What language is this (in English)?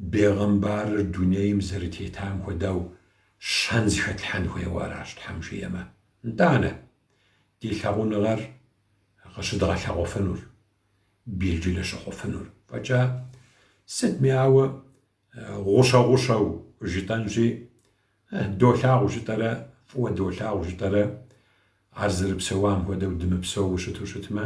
Kabardian